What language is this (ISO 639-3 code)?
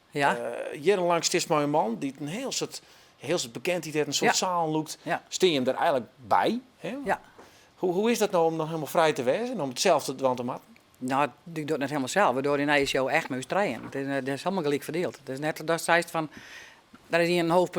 fry